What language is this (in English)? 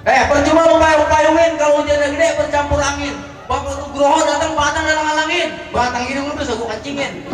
Betawi